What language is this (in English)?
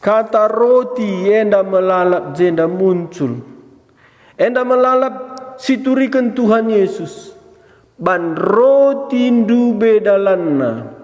Batak Karo